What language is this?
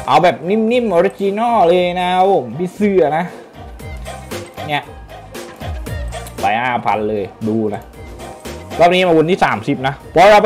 Thai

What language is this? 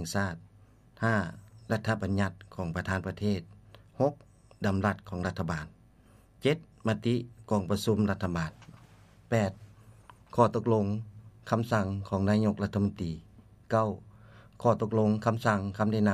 Lao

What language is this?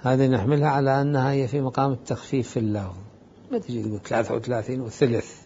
Mesopotamian Arabic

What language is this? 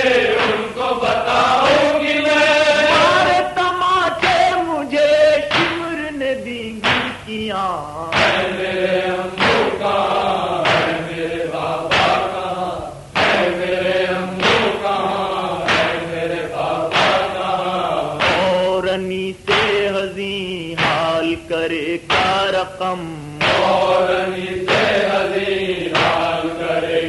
Urdu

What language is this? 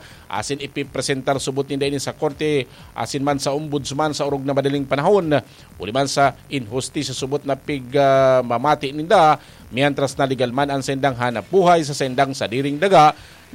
Bikol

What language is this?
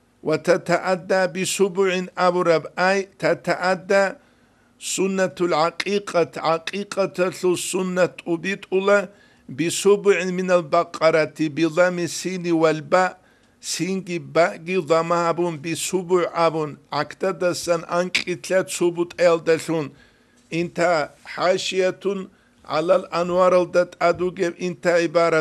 Avaric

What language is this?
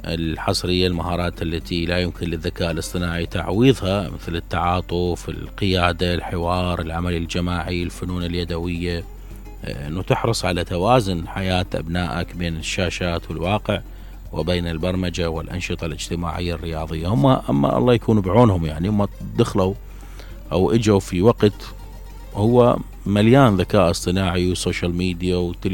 Mesopotamian Arabic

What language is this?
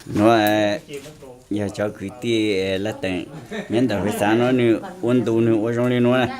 Hmong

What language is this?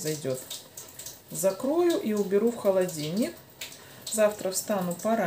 Russian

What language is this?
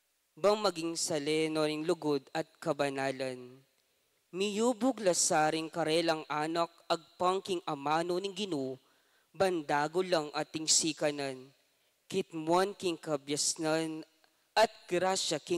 Pampanga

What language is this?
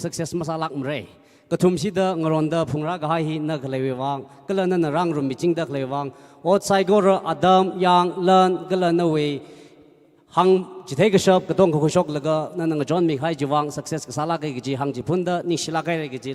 Tangkhul Naga (India)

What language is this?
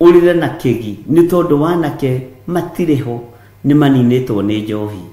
Kikuyu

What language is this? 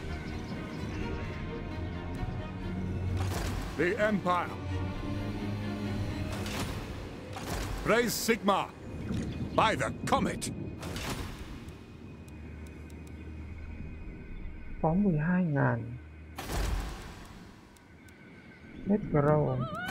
Vietnamese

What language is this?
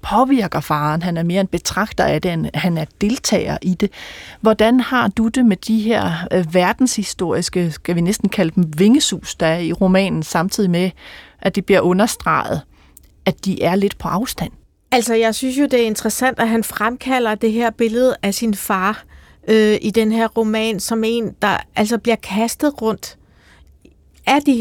Danish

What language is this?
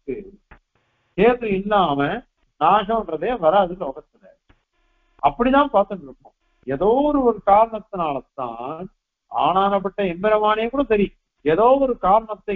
Tamil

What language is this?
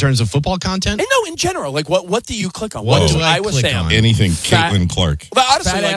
English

